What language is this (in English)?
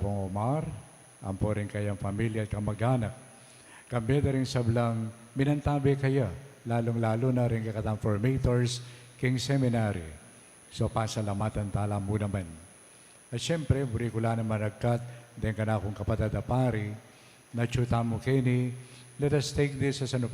Pampanga